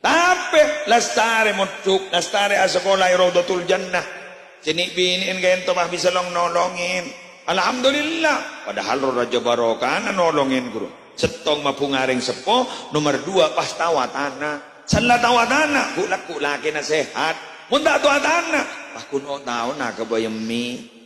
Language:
Madurese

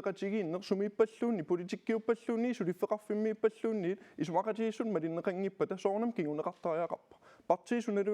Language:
Kalaallisut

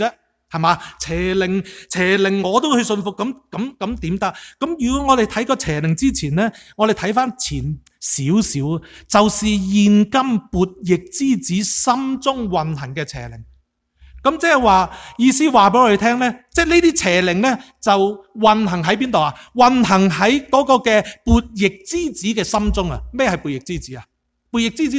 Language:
Cantonese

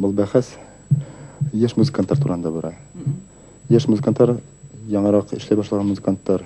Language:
Bashkir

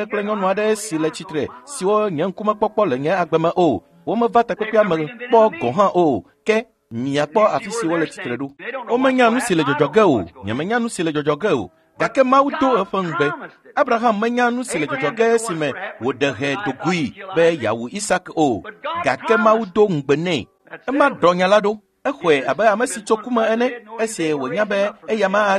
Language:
Ewe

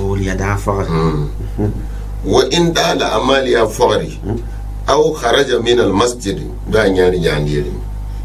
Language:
Gourmanchéma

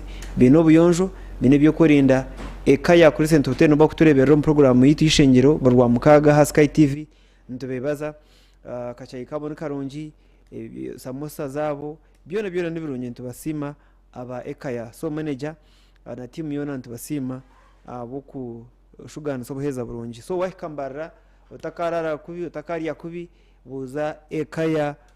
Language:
Nyankole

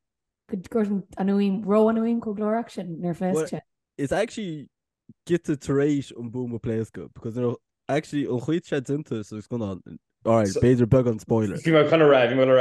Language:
Irish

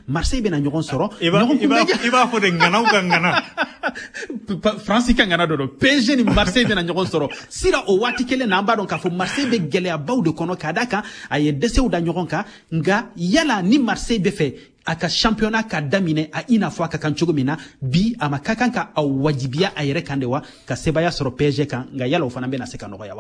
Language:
Bambara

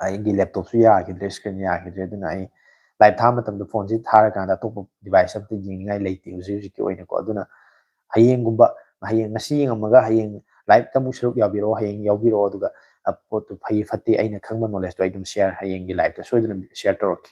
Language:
Manipuri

